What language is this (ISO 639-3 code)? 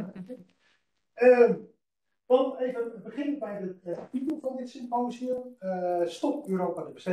nld